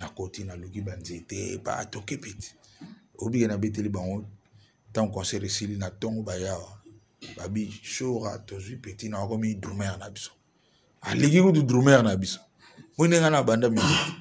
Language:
Lingala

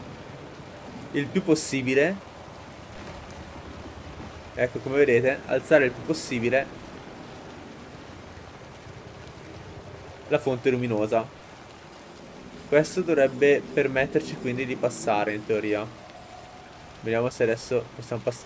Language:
Italian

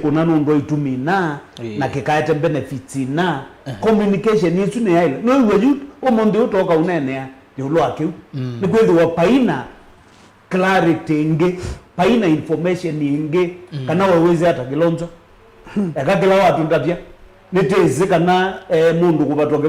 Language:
Kamba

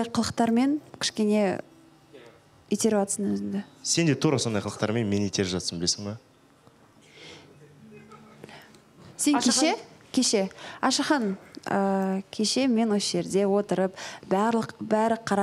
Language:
Kazakh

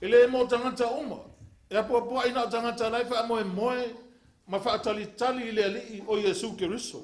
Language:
Samoan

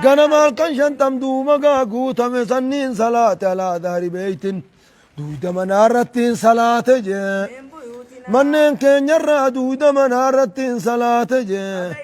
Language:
Oromo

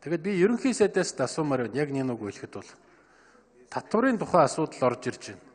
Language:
Mongolian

